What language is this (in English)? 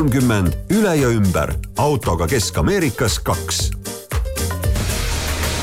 Estonian